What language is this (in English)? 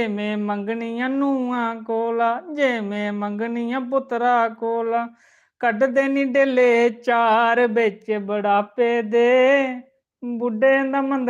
Dogri